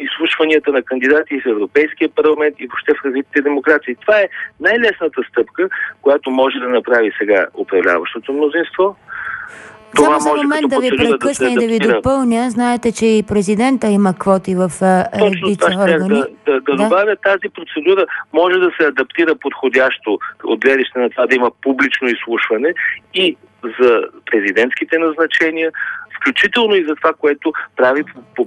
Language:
Bulgarian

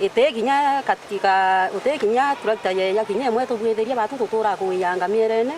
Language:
Meru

